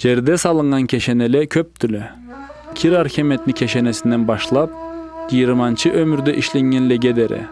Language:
Karachay-Balkar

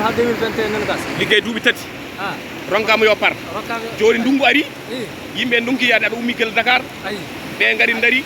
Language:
Fula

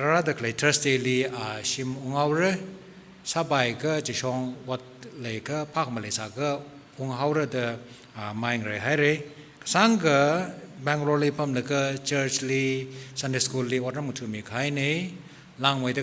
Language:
Tangkhul Naga (India)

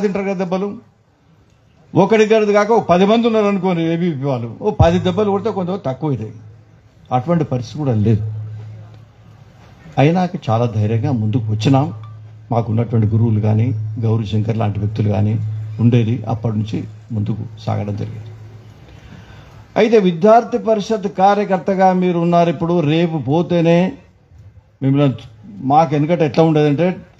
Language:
Telugu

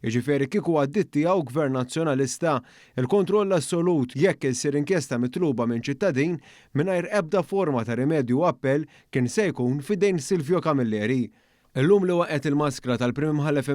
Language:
Maltese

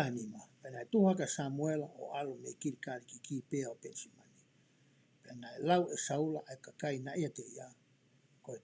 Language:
Tongan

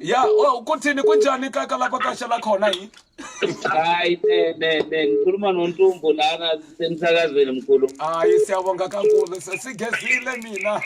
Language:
Venda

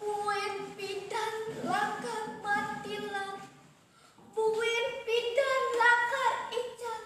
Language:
Balinese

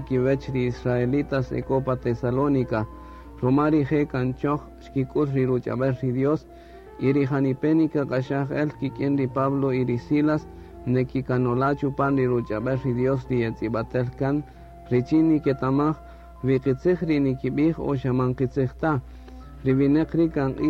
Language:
Kaqchikel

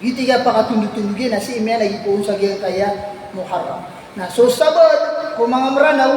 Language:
Maranao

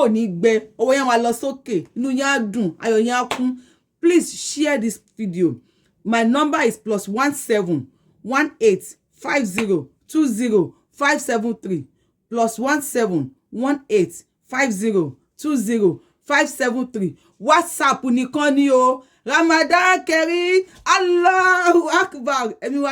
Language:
Yoruba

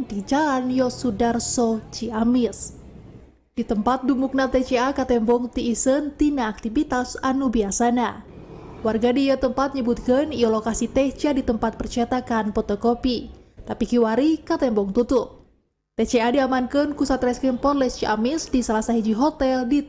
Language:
Sundanese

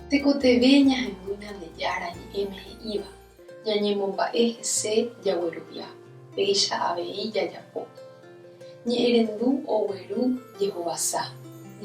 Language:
Guarani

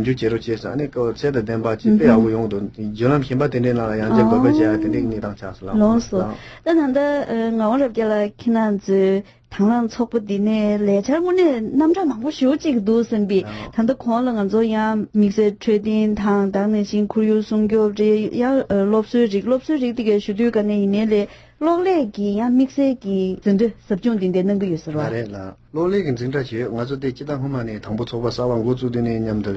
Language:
Tibetan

